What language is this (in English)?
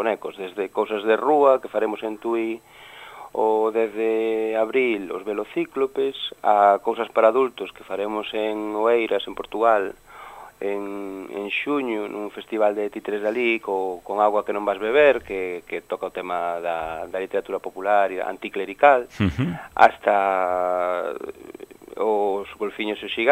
Galician